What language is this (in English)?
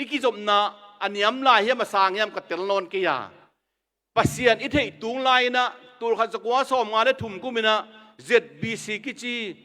Tedim Chin